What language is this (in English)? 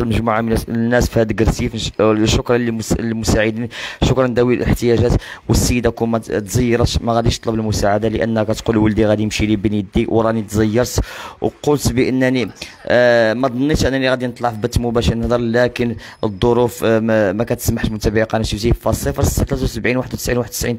Moroccan Arabic